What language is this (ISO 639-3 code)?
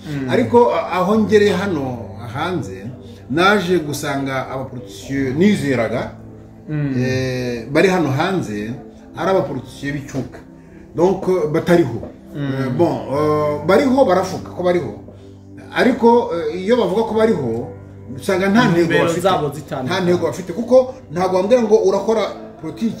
kin